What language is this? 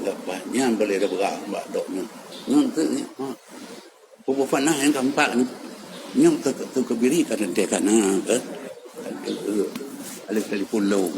Achinese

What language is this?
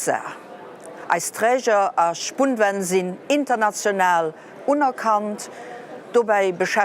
Luxembourgish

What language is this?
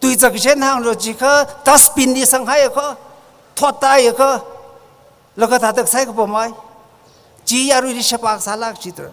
Tangkhul Naga (India)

